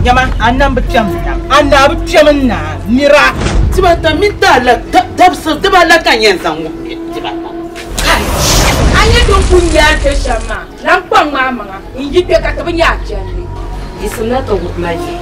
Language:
Dagbani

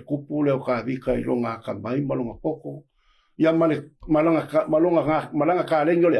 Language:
Samoan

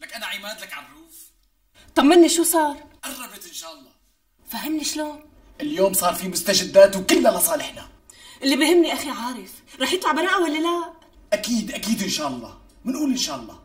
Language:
North Levantine Arabic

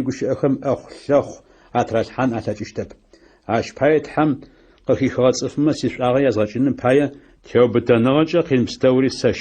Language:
Adyghe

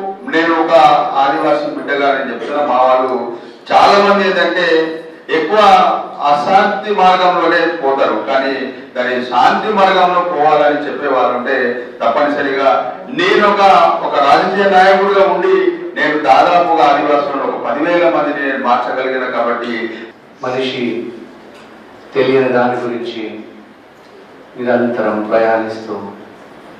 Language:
Telugu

